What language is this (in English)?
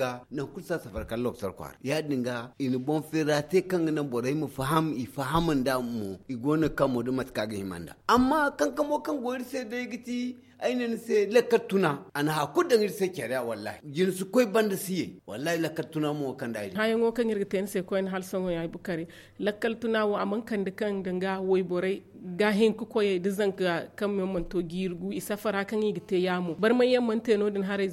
Zarma